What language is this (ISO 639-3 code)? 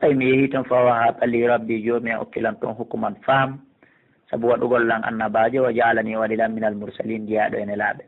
ful